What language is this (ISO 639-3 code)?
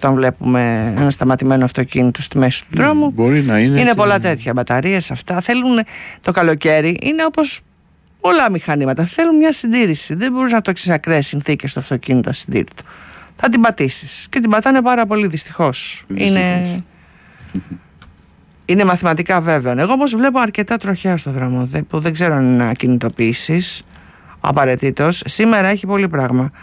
ell